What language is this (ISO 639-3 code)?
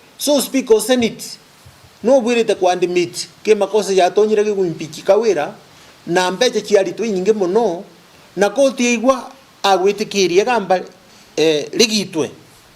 mer